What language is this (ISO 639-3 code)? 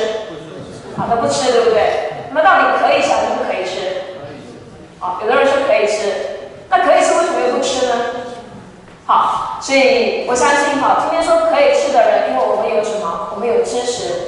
zho